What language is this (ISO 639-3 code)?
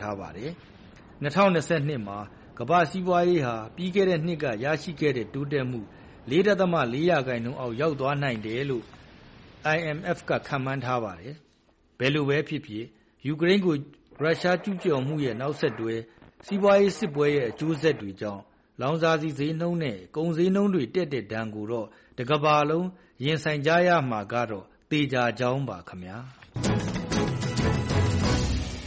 mya